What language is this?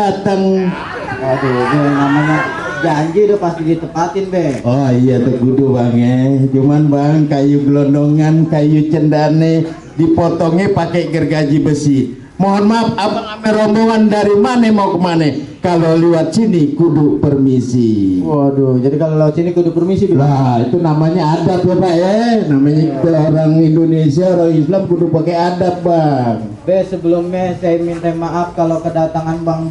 Betawi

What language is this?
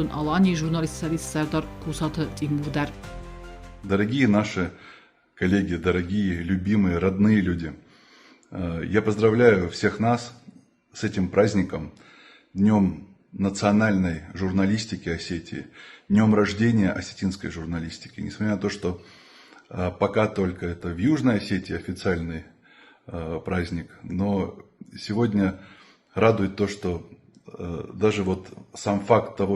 Ossetic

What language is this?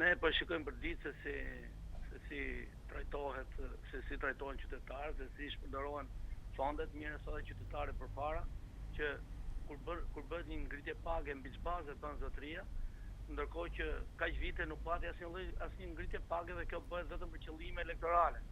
Albanian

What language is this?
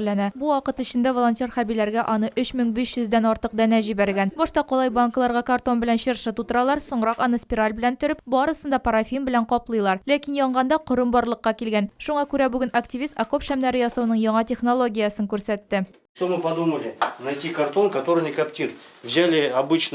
Tatar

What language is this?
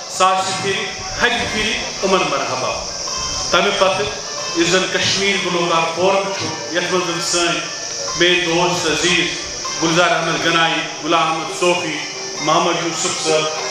Kashmiri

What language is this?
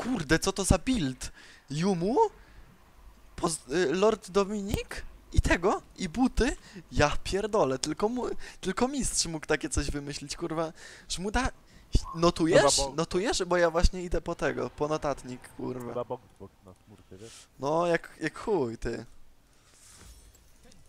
Polish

